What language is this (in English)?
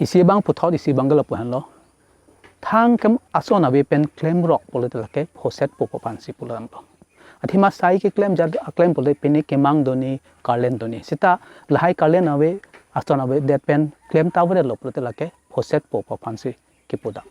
Karbi